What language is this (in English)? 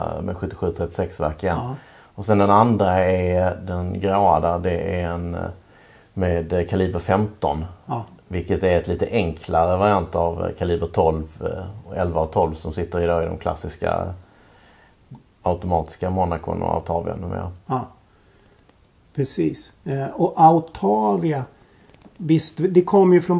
Swedish